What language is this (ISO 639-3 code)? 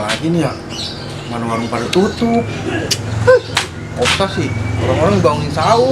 bew